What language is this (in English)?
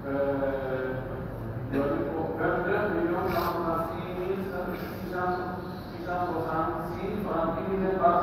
Pular